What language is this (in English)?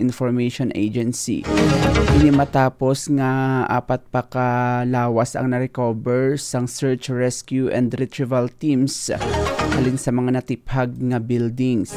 Hiligaynon